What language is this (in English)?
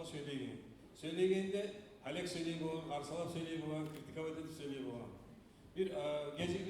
Kumyk